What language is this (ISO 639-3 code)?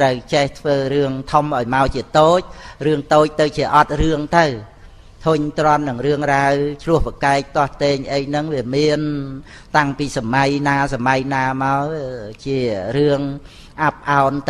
khm